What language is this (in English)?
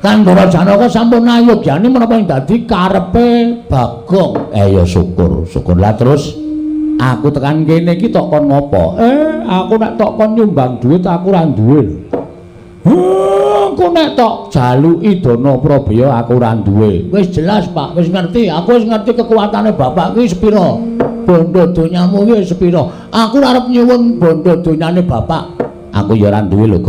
Javanese